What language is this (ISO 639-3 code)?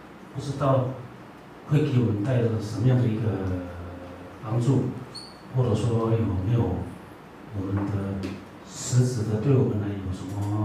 zho